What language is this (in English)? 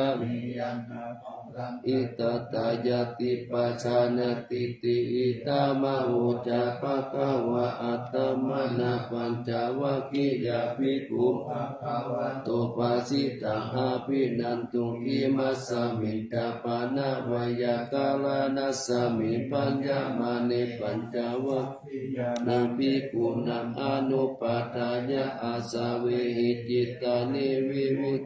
Pali